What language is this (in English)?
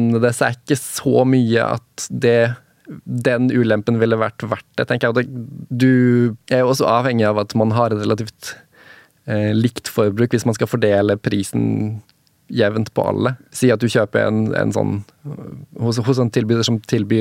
Norwegian